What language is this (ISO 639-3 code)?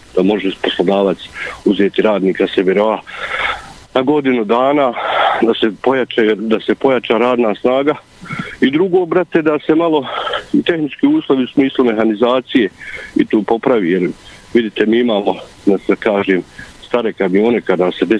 bos